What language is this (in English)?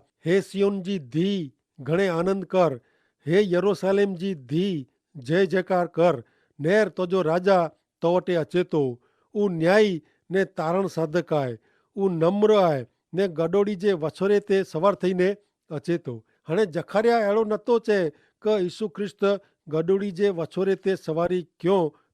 Kachhi